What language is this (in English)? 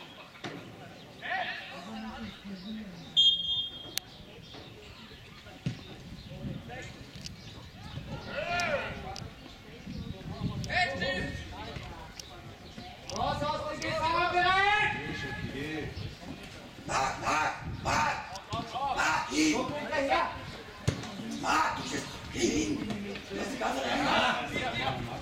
German